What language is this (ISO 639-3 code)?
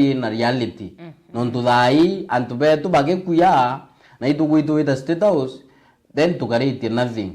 mer